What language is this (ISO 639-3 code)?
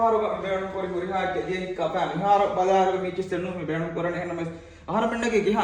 div